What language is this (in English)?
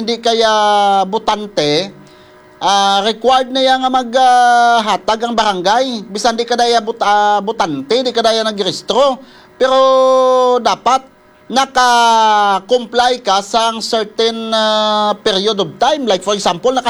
Hiligaynon